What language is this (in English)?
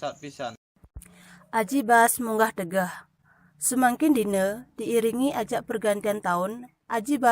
Balinese